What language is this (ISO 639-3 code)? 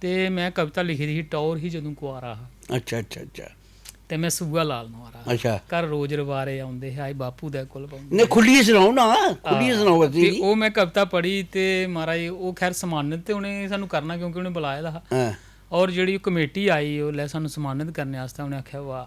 doi